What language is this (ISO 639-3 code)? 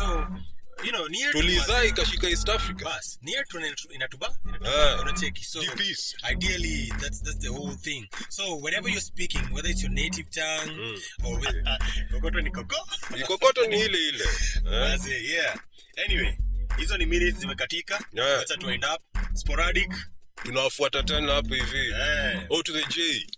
swa